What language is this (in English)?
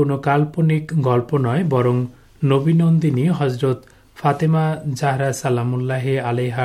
Bangla